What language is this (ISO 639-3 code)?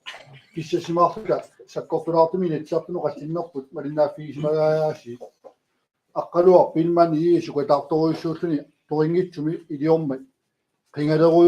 kal